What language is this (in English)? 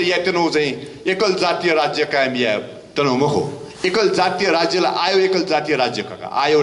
Newari